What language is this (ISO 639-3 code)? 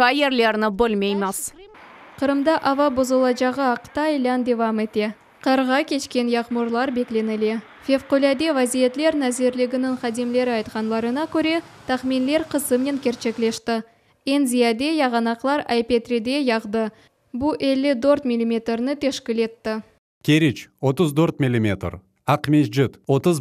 crh